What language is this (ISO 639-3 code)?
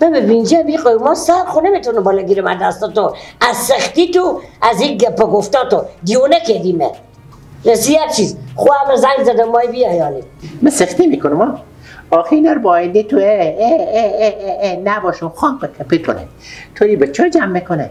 fas